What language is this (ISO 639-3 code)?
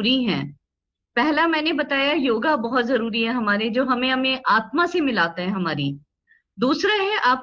hin